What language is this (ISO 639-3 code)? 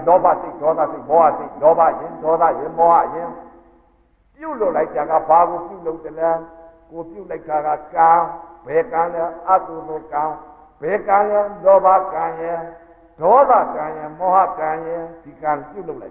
mya